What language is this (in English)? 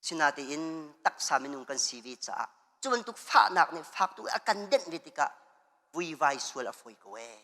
Hakha Chin